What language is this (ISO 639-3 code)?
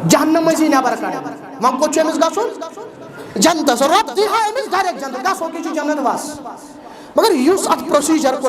kas